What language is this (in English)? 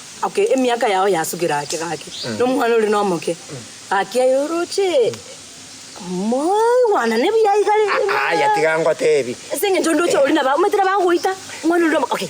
Gusii